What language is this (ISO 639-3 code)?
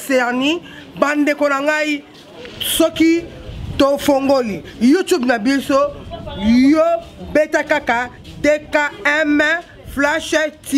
lin